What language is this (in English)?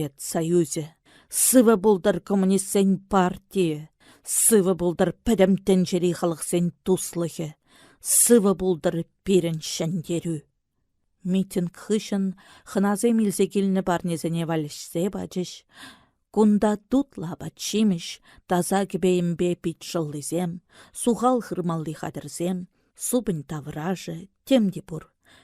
Chuvash